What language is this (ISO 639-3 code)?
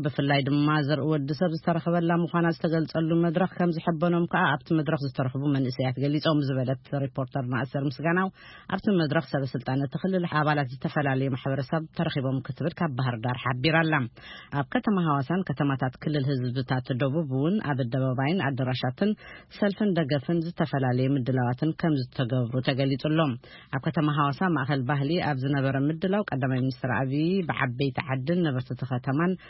tir